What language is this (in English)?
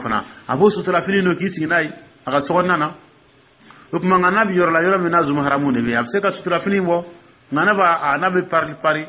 Dyula